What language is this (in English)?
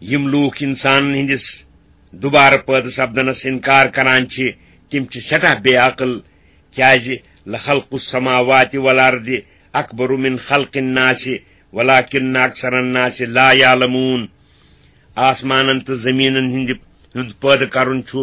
Kashmiri